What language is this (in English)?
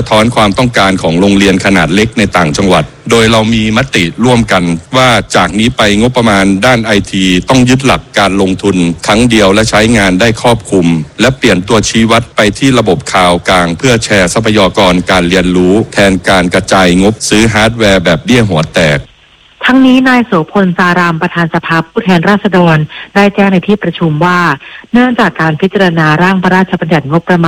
Thai